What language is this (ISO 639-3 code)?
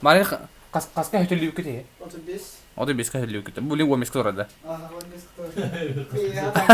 sah